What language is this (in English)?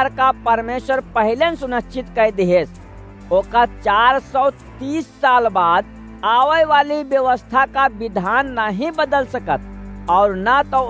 Awadhi